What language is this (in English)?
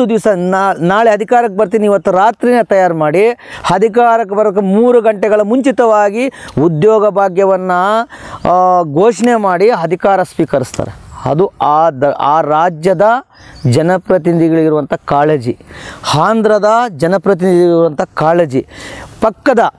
Kannada